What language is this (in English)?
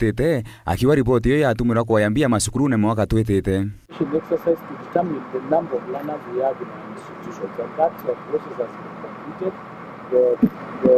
Meru